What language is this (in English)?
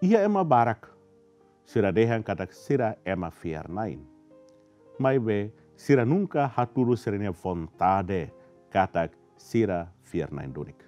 Tetum